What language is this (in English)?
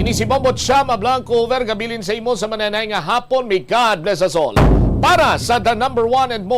Hiligaynon